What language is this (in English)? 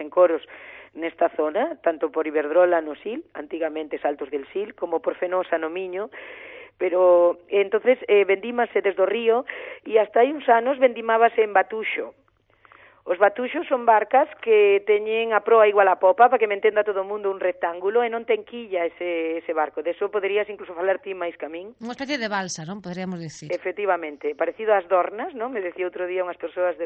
Galician